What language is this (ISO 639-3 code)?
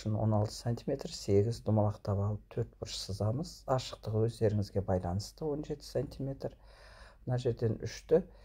kaz